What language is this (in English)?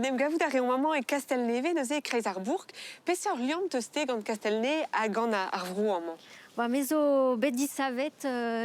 Breton